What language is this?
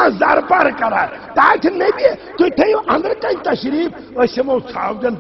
Kashmiri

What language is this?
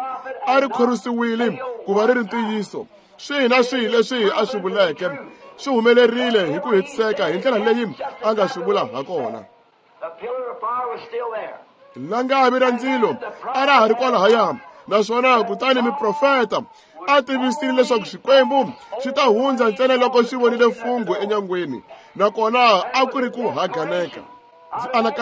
Tsonga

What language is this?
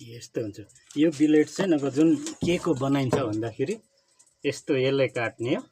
Nepali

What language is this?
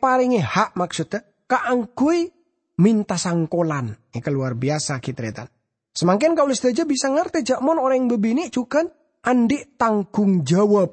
Madurese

